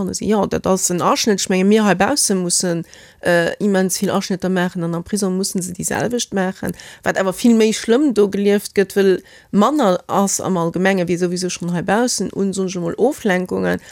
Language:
Luxembourgish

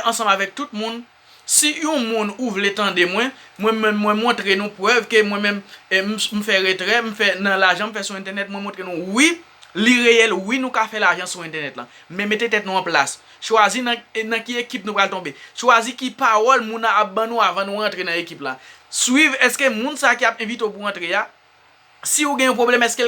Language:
Haitian Creole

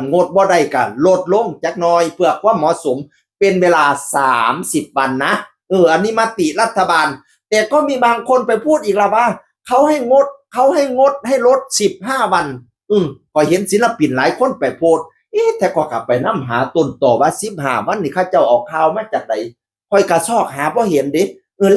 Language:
Northeastern Thai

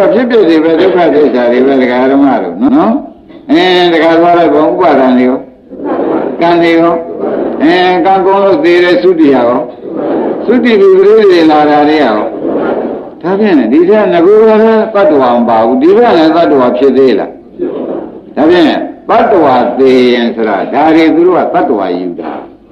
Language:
Burmese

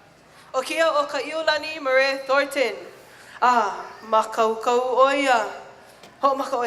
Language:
Hawaiian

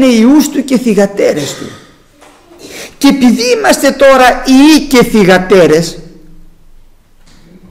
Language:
Greek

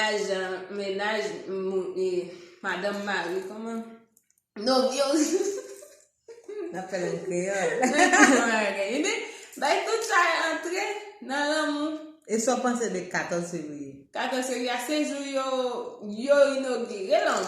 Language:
Haitian Creole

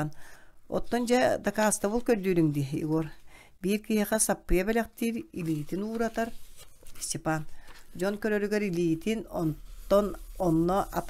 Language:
Yakut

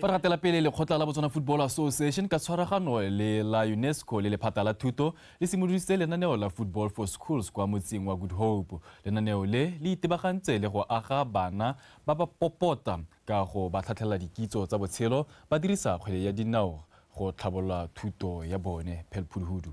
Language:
Tswana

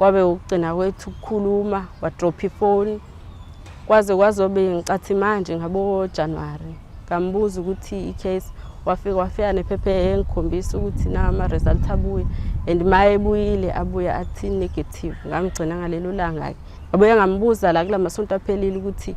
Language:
Zulu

